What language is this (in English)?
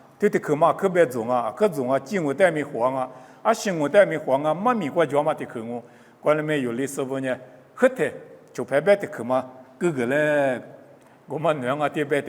Lisu